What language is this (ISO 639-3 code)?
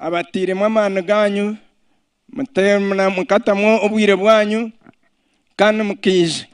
nyn